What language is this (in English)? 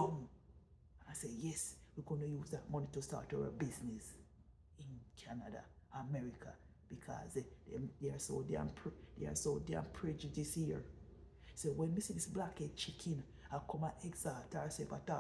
Jamaican Creole English